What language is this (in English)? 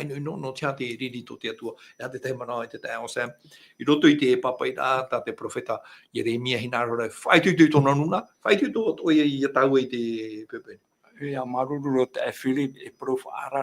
Tahitian